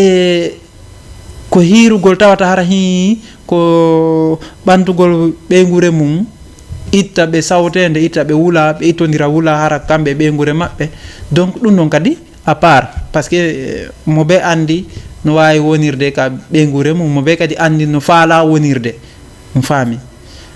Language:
Fula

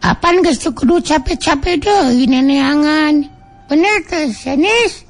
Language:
Sundanese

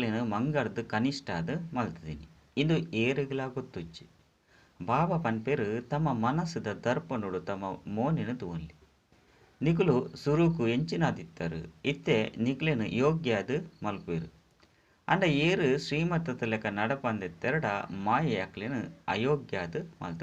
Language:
Tulu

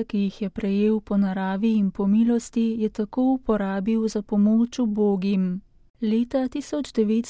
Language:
Slovenian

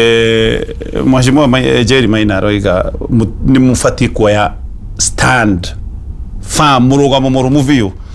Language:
Kikuyu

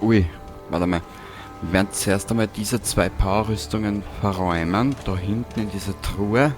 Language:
Bavarian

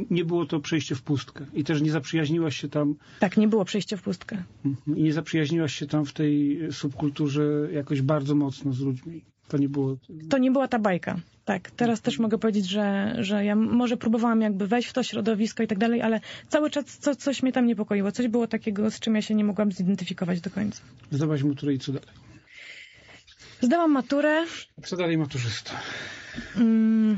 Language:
Polish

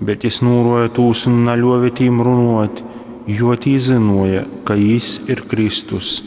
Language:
Latgalian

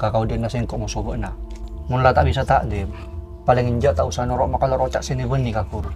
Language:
Madurese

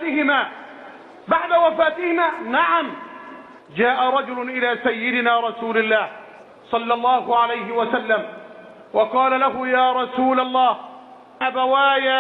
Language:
Arabic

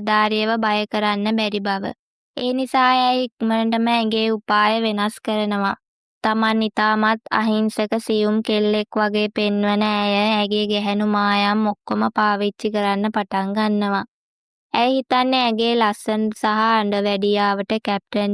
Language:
Sinhala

